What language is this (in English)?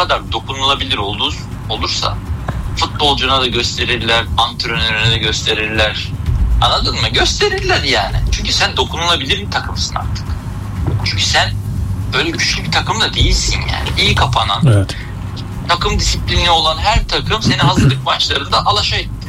Turkish